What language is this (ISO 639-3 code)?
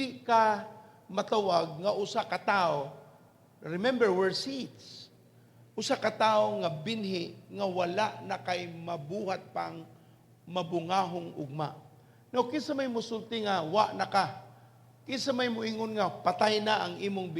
ceb